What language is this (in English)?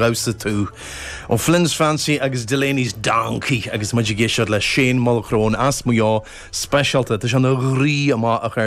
Irish